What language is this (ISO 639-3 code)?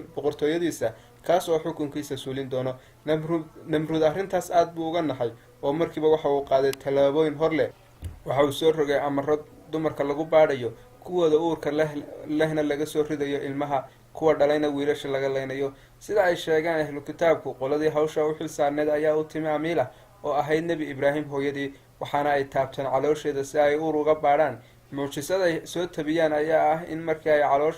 som